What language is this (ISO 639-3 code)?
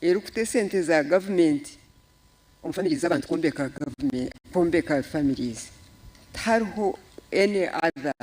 nyn